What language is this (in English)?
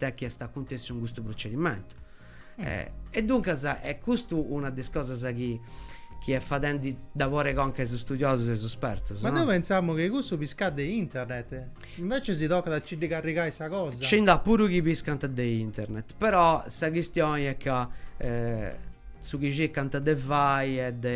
Sardinian